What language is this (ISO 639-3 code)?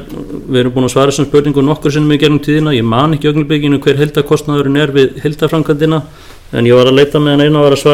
isl